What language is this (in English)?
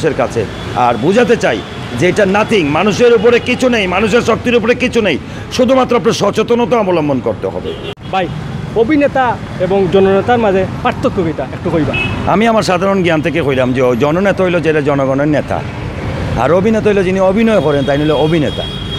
Sylheti